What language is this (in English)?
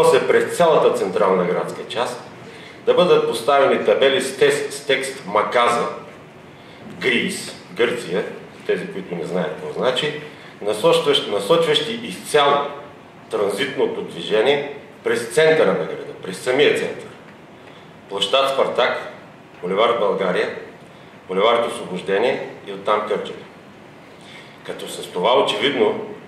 Bulgarian